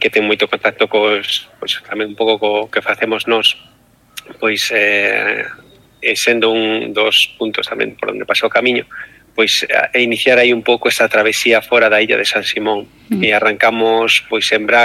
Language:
Galician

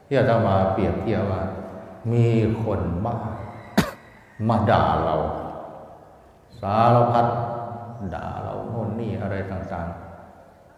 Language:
Thai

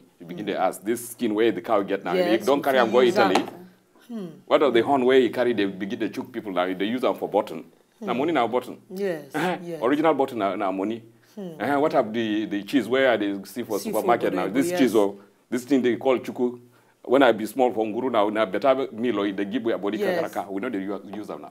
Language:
Nigerian Pidgin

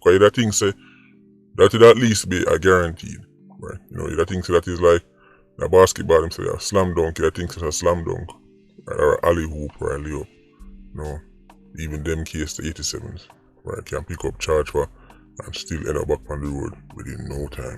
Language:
Jamaican Creole English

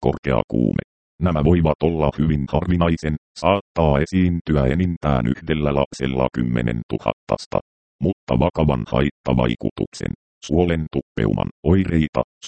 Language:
Finnish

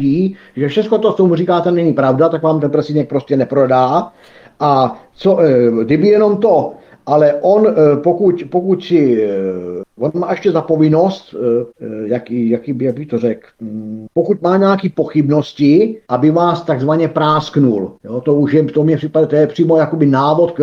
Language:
Czech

